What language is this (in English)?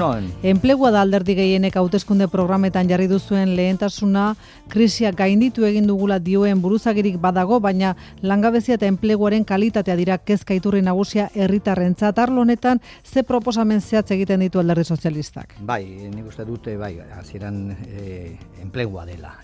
Basque